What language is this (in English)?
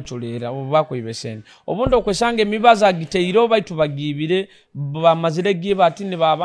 Nyoro